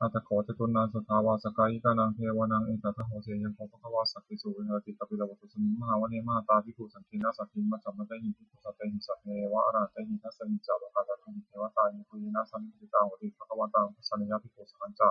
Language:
Pali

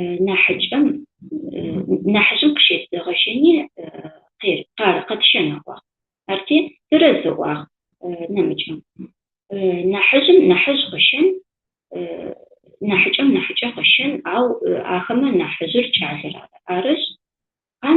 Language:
Adyghe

